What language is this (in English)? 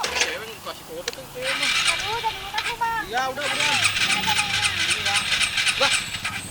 Betawi